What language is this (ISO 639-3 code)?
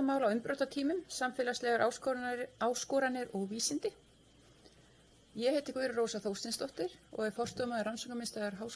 isl